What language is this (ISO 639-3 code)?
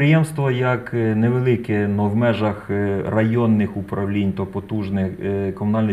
ukr